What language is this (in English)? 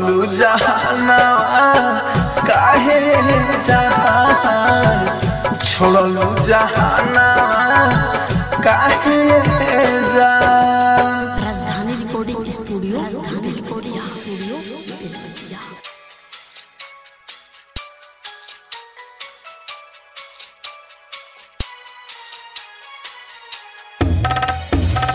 Bhojpuri